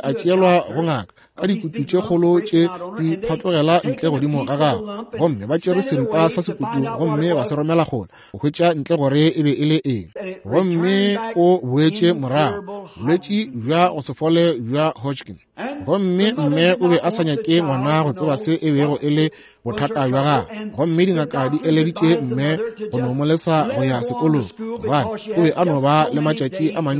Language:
Northern Sotho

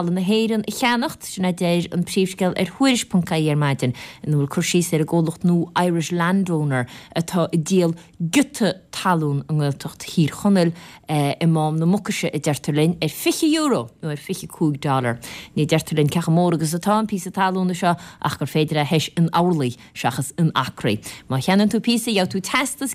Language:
Irish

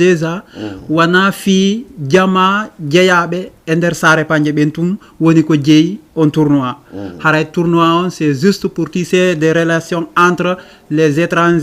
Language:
Fula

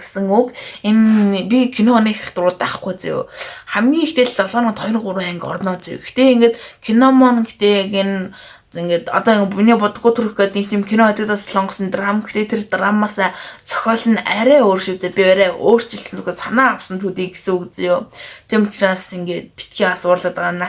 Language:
Mongolian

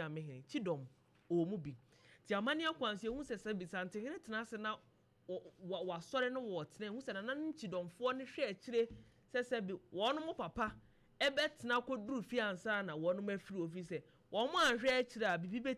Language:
Akan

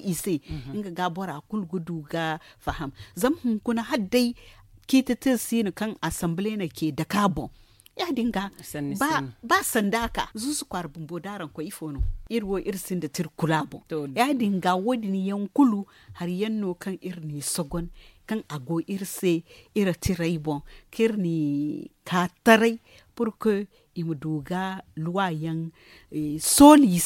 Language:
Zarma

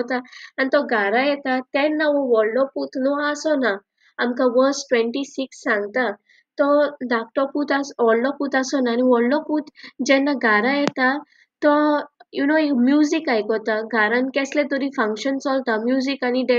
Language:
Konkani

